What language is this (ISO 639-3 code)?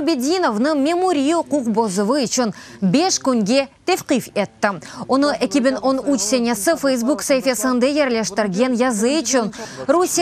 crh